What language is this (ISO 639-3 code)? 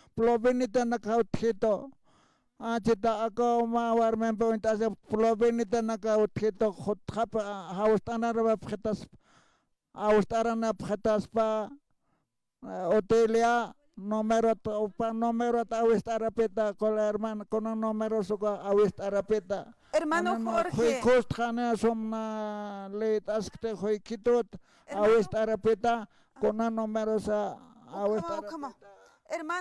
aym